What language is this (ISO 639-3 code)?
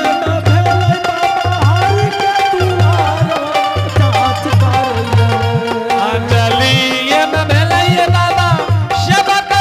anp